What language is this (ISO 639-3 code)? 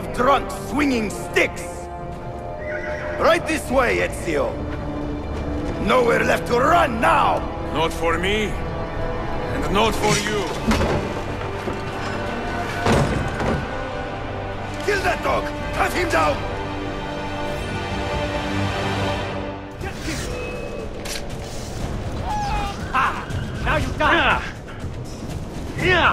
eng